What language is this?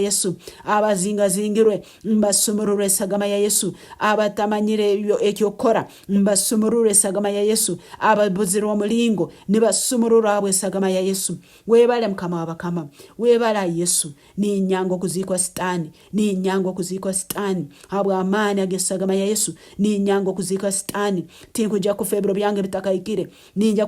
Nyankole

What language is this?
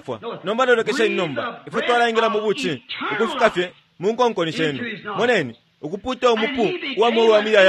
Bemba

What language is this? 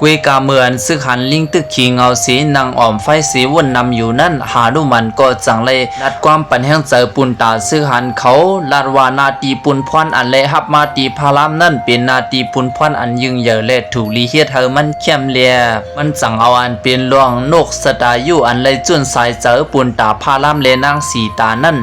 Lao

